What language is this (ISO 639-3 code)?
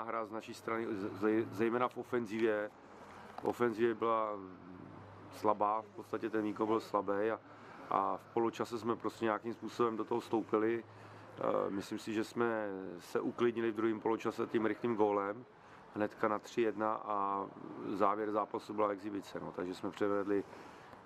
ces